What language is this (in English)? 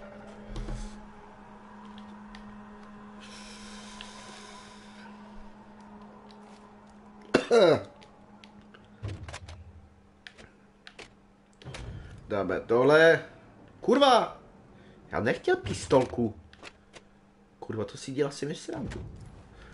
Czech